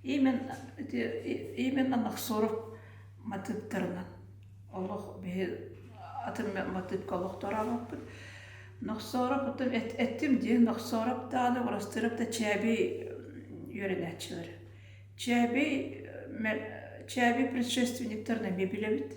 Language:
Yakut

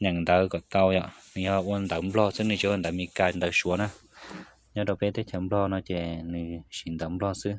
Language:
Hmong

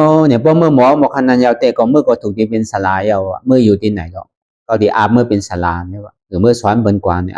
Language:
Shan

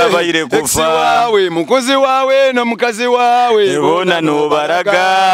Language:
Nyoro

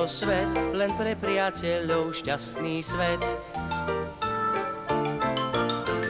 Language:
Slovak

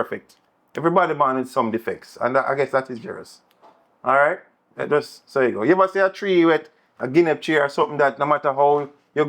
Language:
Jamaican Creole English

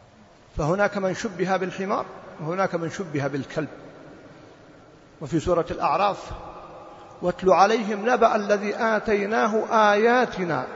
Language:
Arabic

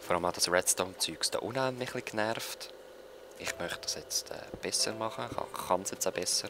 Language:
Swiss German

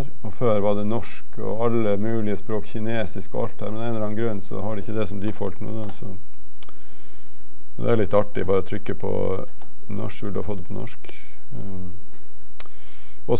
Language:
Norwegian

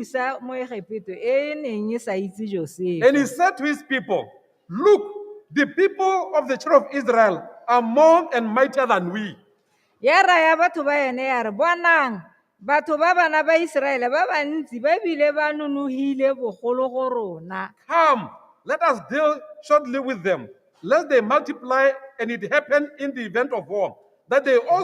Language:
Tswana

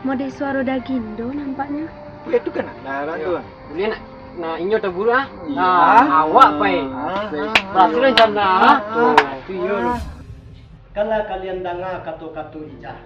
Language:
Minangkabau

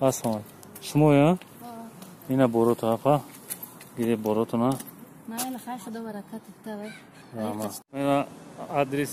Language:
Tajik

